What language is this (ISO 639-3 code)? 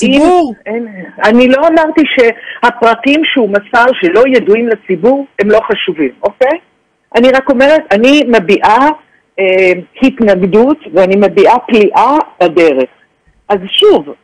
heb